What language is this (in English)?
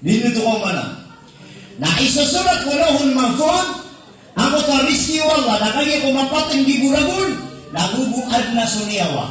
Maranao